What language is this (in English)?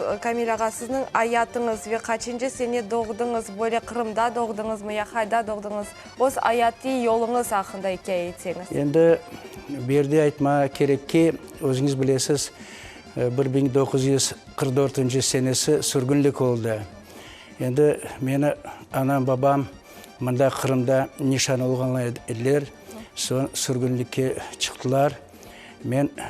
Crimean Tatar